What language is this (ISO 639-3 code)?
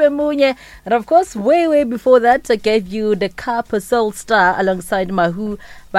nso